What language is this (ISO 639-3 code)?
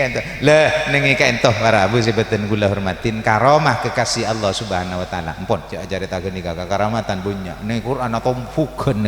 mad